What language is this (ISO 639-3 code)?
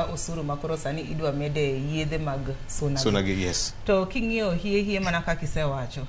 luo